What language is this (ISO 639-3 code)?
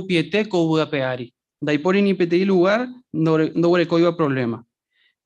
grn